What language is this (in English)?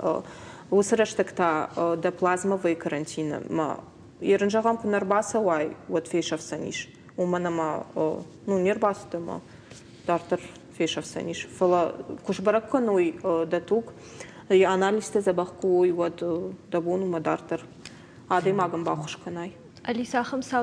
Ossetic